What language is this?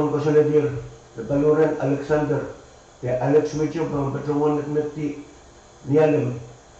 Pohnpeian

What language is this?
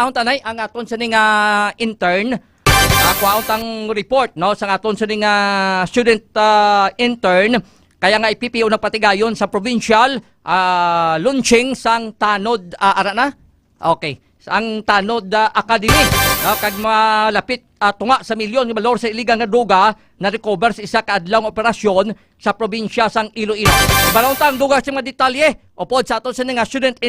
Hiligaynon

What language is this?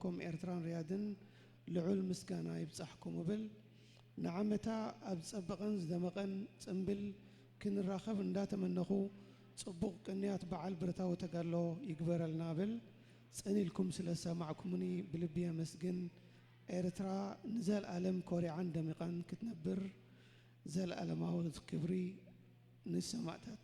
Tigrinya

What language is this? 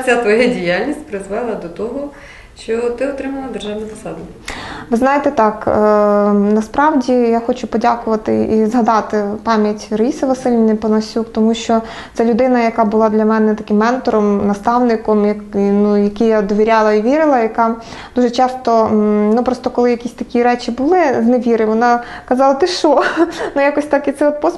Ukrainian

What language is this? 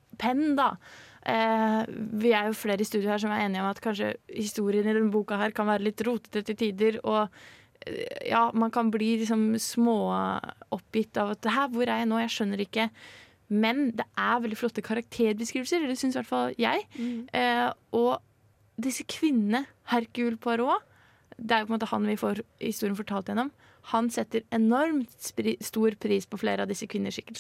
Norwegian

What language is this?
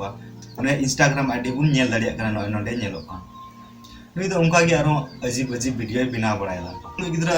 Santali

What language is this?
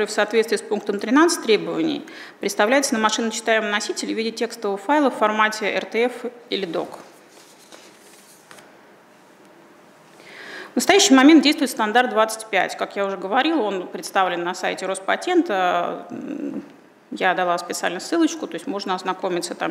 Russian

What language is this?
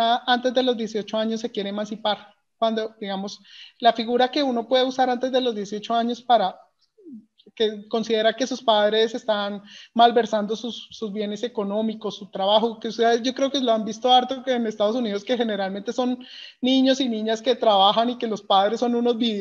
Spanish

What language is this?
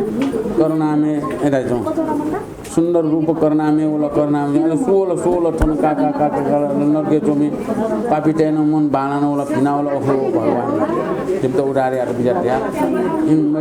Newari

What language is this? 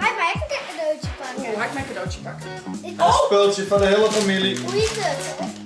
Western Frisian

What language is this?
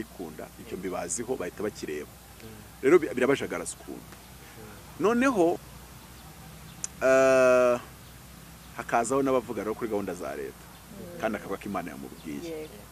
Kinyarwanda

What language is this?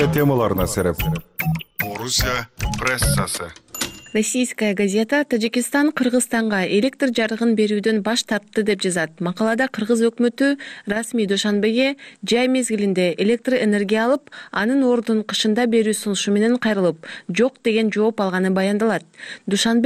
Kyrgyz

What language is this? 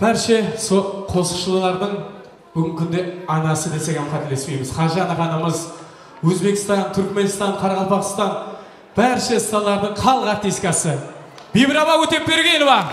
Kara-Kalpak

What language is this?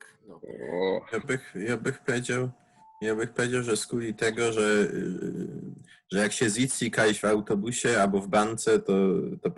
Silesian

